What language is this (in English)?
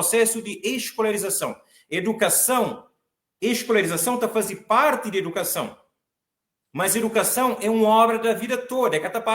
Kabuverdianu